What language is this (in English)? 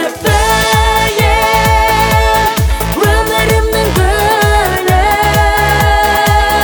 Kazakh